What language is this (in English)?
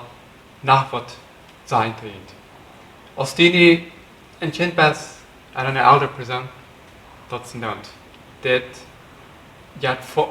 Plautdietsch